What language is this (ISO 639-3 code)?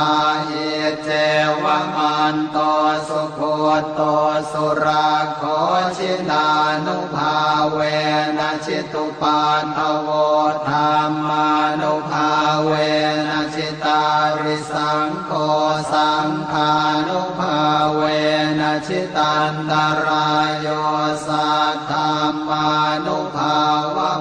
pli